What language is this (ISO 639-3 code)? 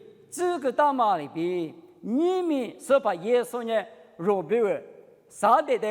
lis